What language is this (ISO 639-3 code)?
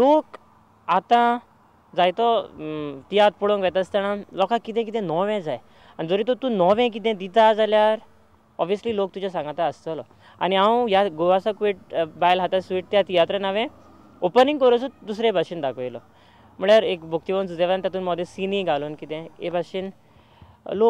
kok